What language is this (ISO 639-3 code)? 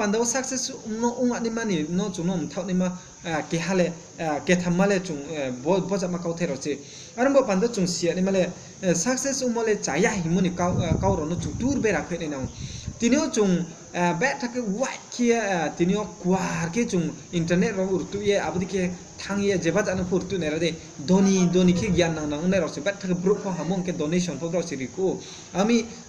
ria